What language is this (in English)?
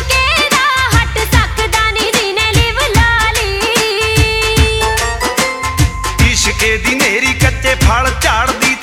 Punjabi